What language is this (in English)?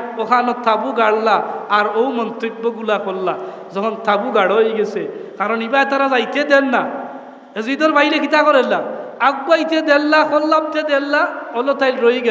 Sylheti